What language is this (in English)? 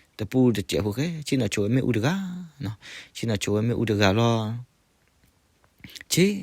S'gaw Karen